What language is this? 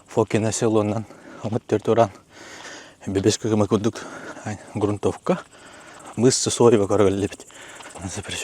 Yakut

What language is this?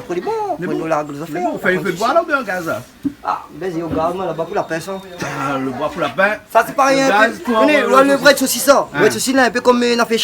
Réunion Creole French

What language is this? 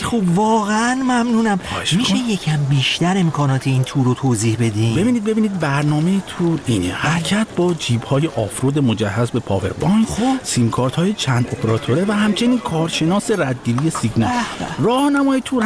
Persian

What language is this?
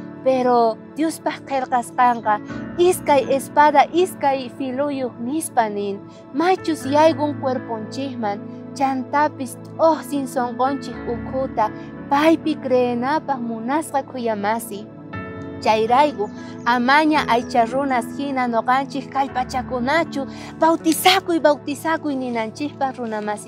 South Bolivian Quechua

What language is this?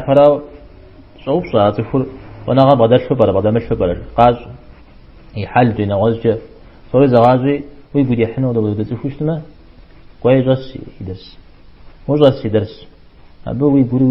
Kabardian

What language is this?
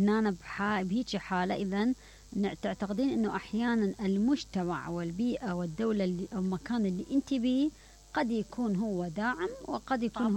Mesopotamian Arabic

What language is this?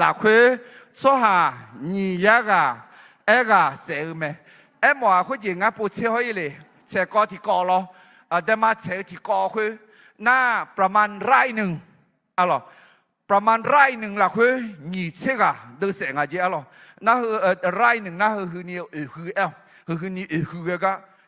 Akha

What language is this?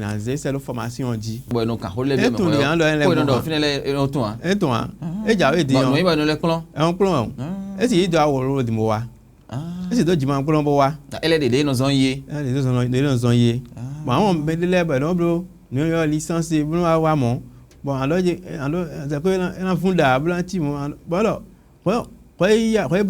Fon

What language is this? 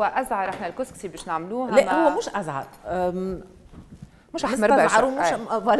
Tunisian Arabic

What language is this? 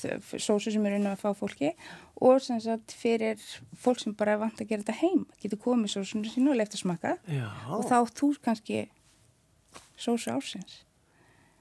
Icelandic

